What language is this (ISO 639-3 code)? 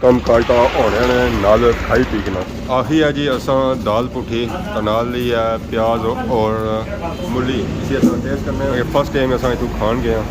phr